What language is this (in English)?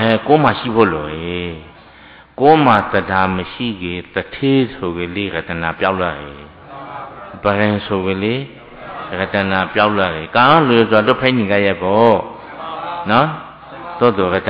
Burmese